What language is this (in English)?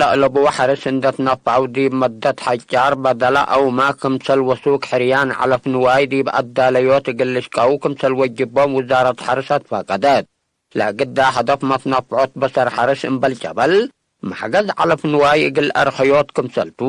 Tigre